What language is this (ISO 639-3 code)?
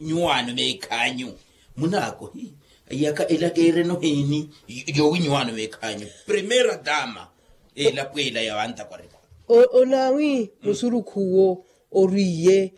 vmw